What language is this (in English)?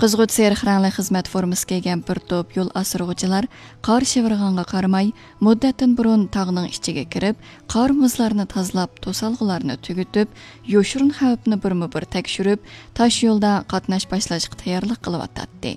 Uyghur